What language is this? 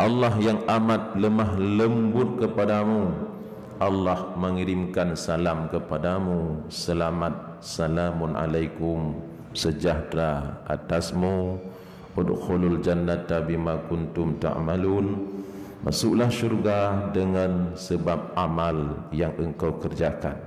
Achinese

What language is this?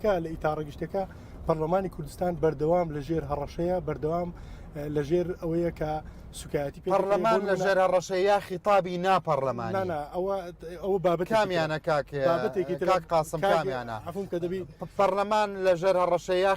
Central Kurdish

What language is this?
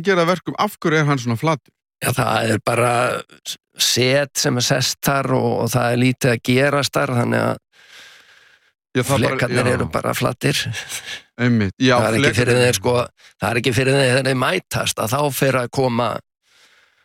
Icelandic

